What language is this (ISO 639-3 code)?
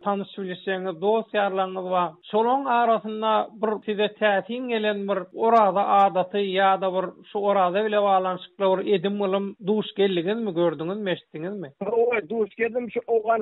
tuk